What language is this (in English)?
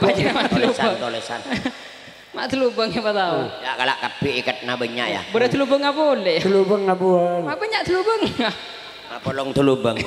Madurese